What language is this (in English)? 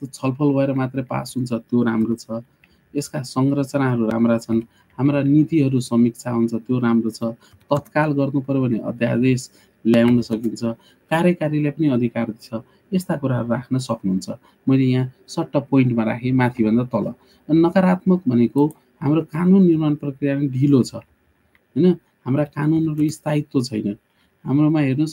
Nepali